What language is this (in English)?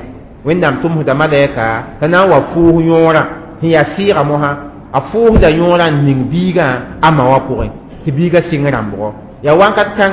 Mossi